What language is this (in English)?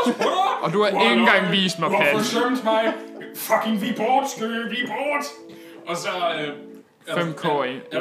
Danish